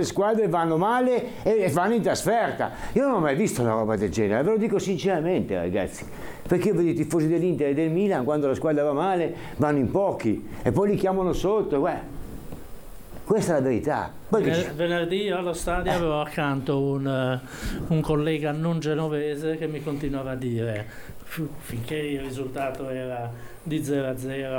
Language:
Italian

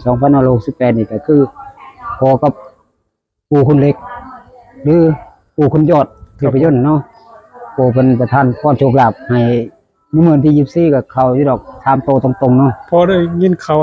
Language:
Northeastern Thai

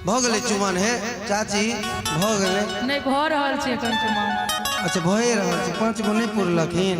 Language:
Maithili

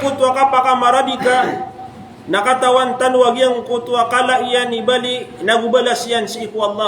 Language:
Maranao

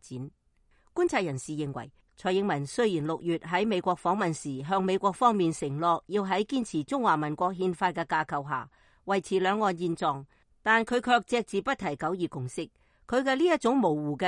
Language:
Cantonese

